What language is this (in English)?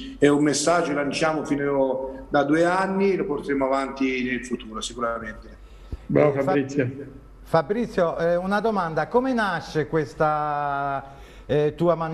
Italian